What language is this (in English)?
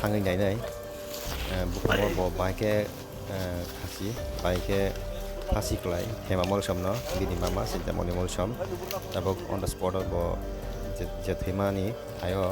Kok Borok